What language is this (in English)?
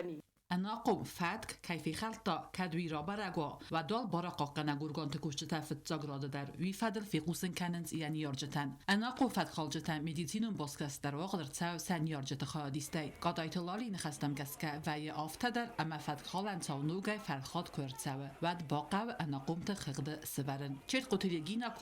Ossetic